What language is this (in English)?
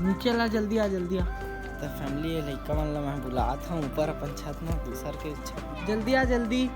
Chhattisgarhi